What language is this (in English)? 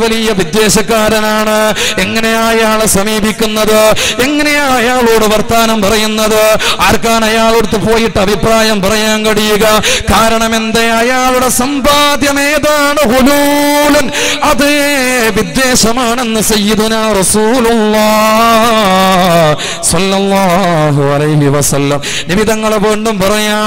Malayalam